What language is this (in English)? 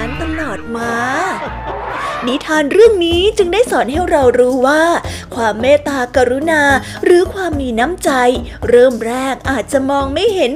Thai